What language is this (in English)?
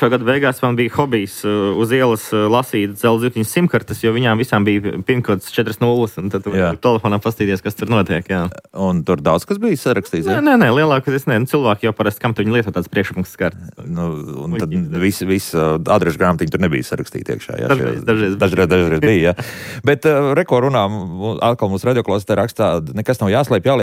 Latvian